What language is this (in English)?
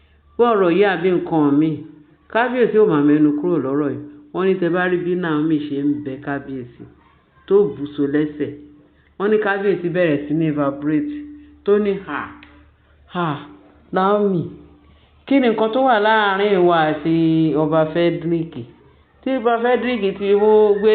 Yoruba